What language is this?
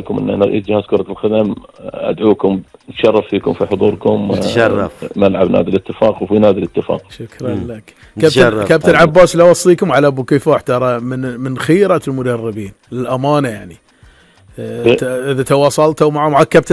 Gulf Arabic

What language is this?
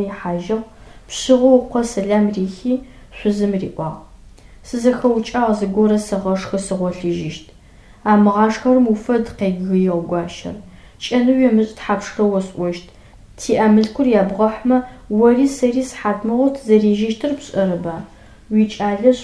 Adyghe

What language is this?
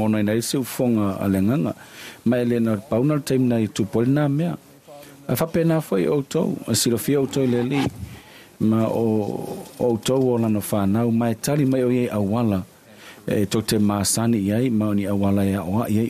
Samoan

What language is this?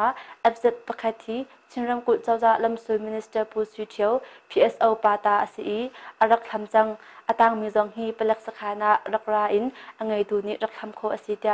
Hakha Chin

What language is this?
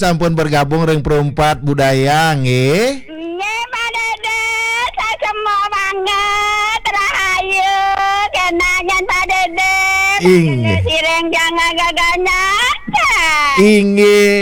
Balinese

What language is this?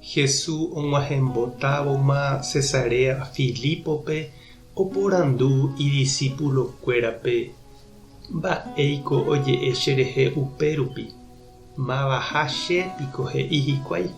Guarani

